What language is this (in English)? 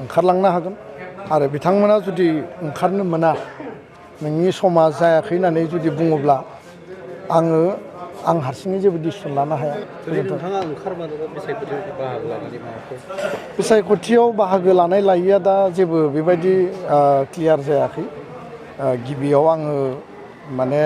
Bodo